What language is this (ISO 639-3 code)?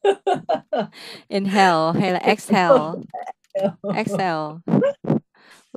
vie